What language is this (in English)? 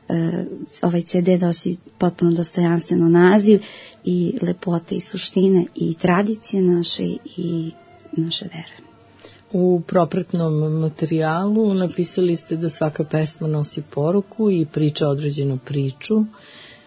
Serbian